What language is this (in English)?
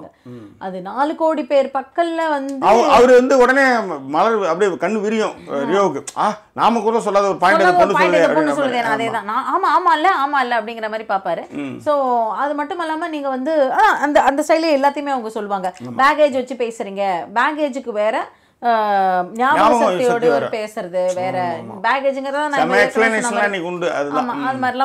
Tamil